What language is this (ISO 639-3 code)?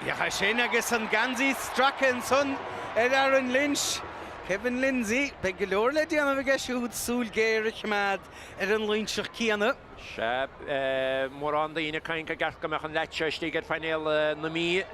gle